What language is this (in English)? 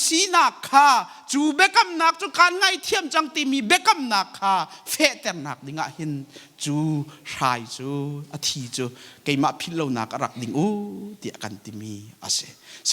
Hakha Chin